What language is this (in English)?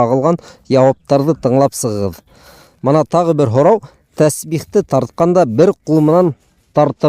Bashkir